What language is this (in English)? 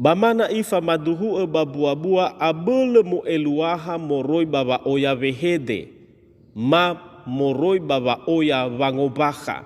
Nias